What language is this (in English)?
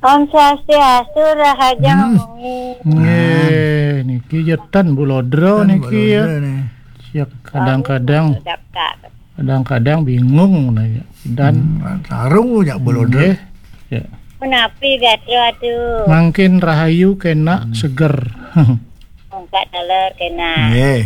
Balinese